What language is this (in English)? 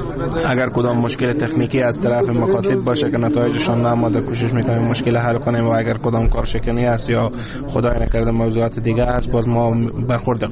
Persian